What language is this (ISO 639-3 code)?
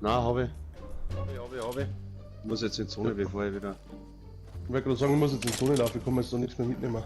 bar